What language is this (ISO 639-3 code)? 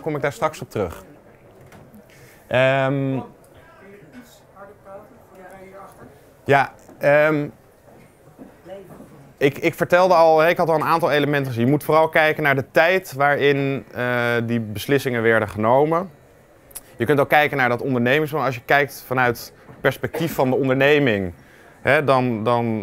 nld